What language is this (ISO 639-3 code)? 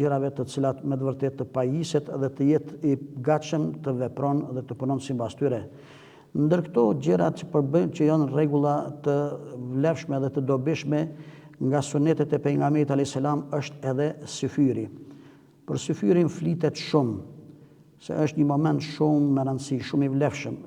sqi